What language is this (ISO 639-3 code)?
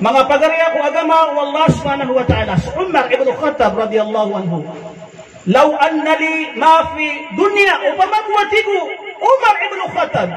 mrw